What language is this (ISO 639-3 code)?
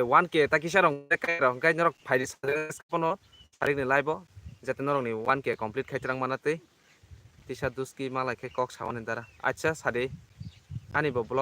trp